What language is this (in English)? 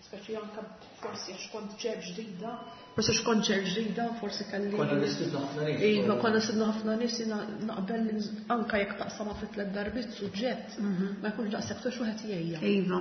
Maltese